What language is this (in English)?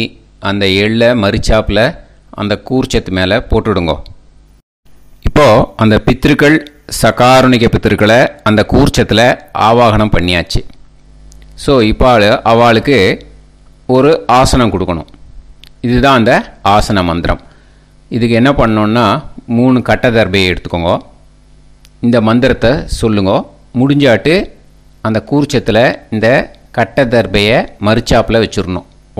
Tamil